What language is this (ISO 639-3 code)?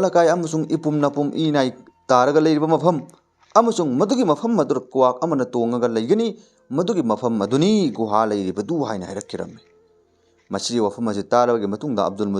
mni